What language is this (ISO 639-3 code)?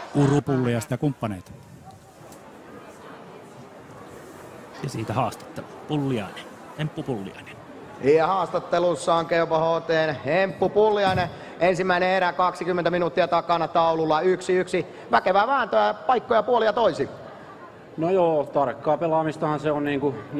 fin